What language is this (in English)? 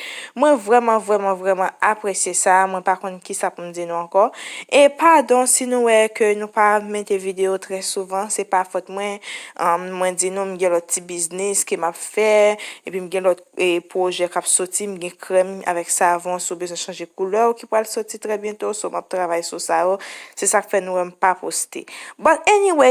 Haitian Creole